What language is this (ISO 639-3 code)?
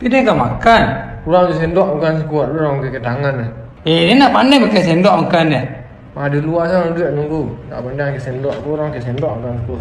min